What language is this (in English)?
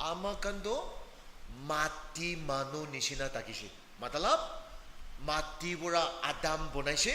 Naga Pidgin